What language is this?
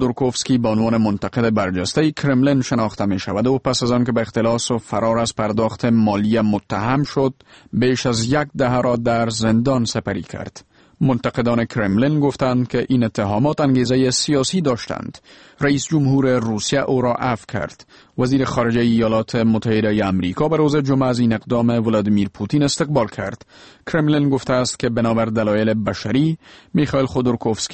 Persian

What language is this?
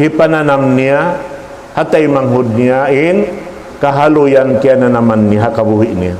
Tausug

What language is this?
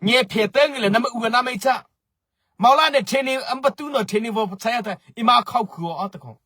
Mara Chin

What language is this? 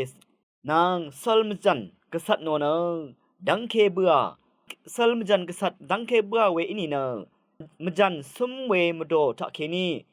Rawang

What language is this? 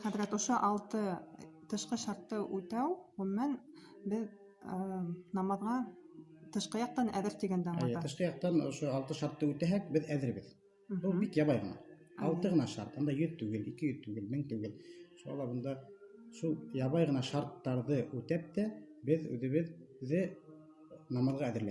Bashkir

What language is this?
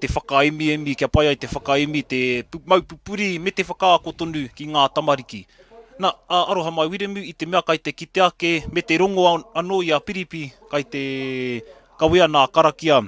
Māori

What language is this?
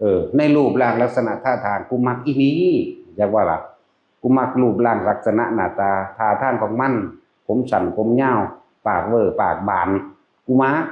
Northeastern Thai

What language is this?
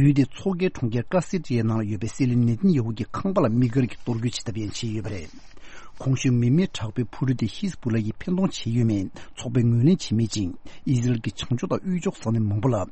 Tibetan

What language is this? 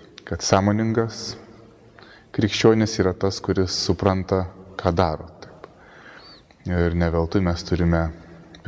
Lithuanian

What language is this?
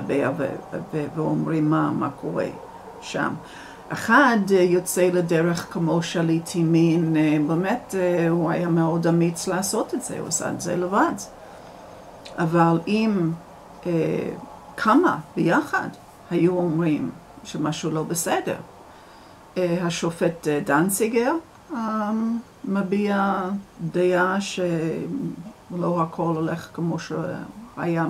Hebrew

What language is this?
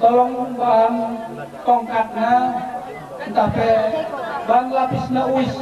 Batak Karo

